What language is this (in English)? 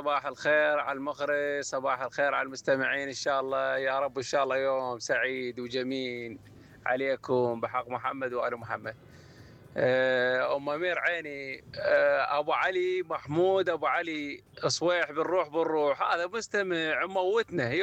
Mesopotamian Arabic